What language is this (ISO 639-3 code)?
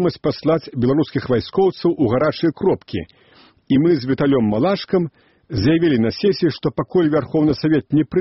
bel